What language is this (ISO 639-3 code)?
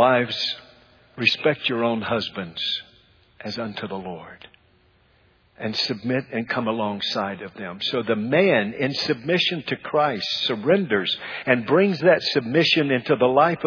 eng